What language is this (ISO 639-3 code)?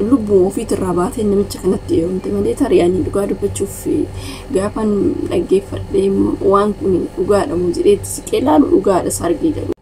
orm